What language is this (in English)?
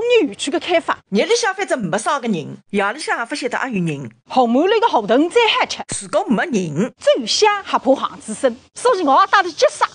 Wu Chinese